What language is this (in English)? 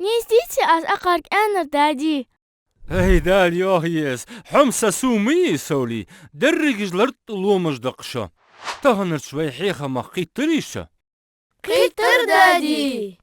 Ingush